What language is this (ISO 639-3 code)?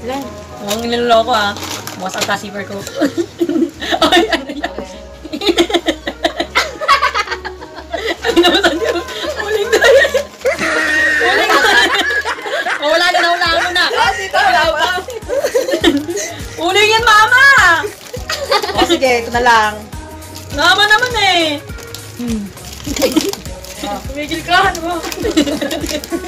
fil